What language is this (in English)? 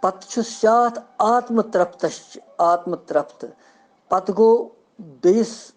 Kashmiri